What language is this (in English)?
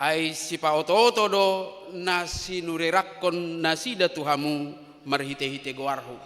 Batak Toba